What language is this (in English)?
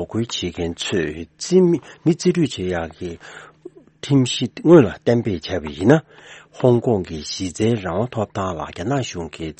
Tibetan